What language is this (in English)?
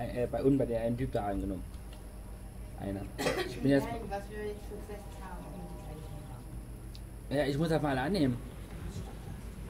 German